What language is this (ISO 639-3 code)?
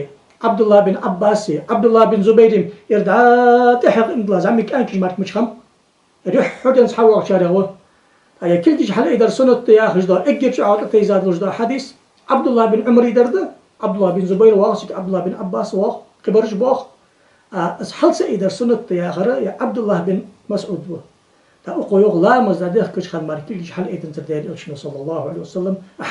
inh